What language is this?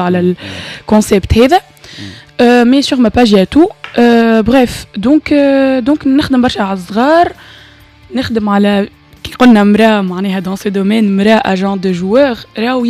Tunisian Arabic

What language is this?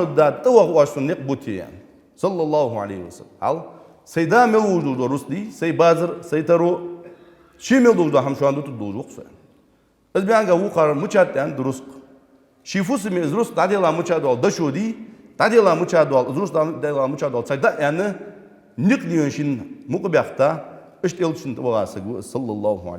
Ingush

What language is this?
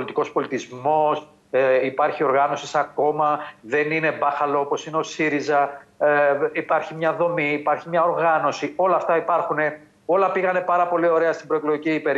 Greek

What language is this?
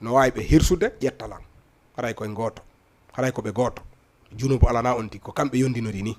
Fula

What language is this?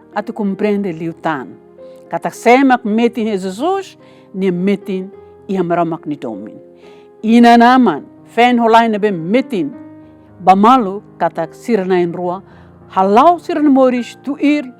Tetum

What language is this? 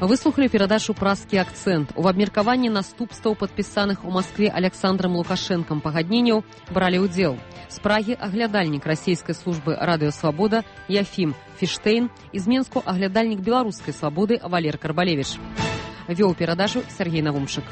Belarusian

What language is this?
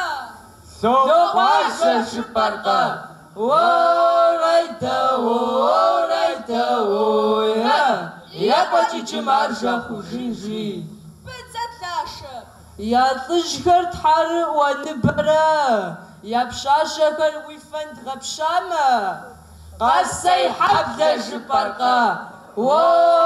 Kabardian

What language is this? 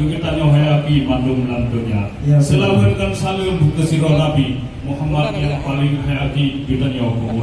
Achinese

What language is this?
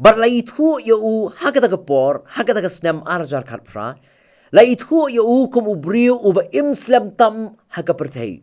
Khasi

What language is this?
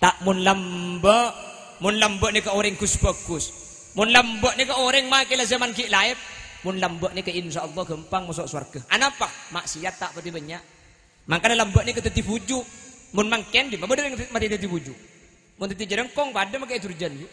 Madurese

